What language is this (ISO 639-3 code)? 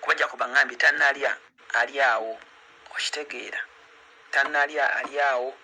lug